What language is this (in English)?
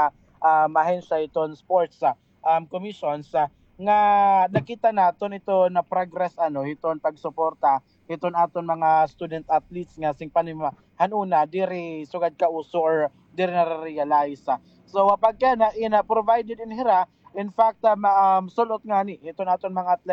Waray